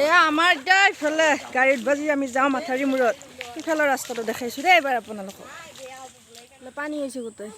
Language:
Assamese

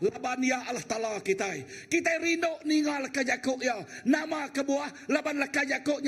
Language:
Iban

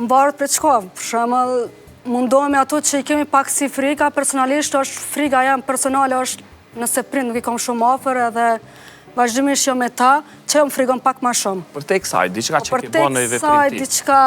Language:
Albanian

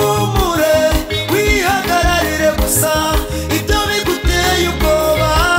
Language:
Kinyarwanda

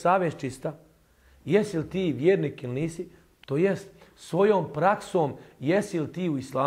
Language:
Bosnian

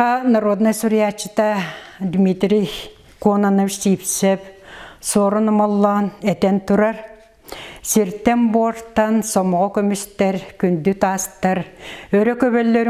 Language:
Yakut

